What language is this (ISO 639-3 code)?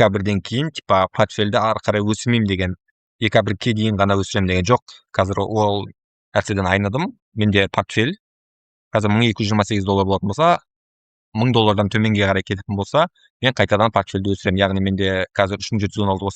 kaz